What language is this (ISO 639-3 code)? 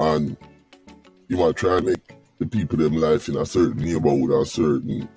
jam